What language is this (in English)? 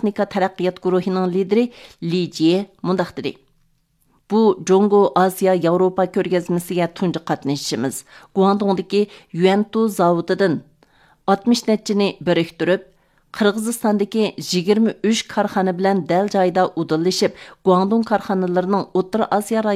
Uyghur